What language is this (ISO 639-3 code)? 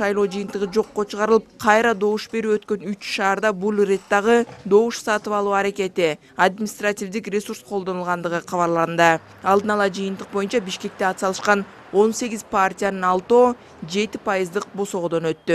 kir